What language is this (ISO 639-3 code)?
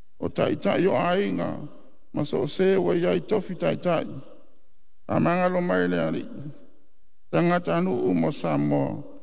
smo